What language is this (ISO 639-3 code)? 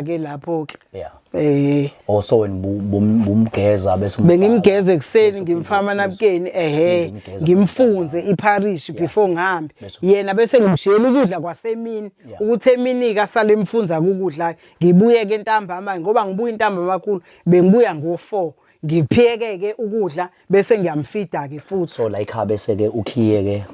zul